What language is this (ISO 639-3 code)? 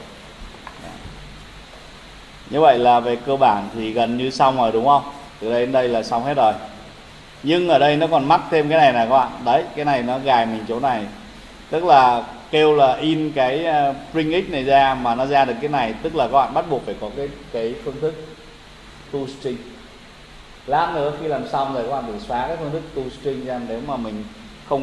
vie